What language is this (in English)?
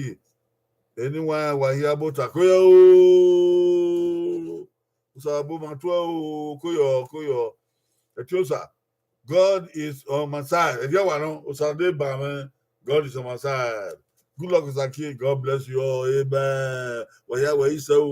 Bini